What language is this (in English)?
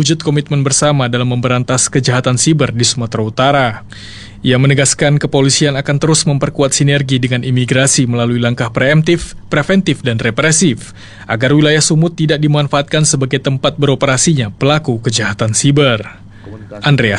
Indonesian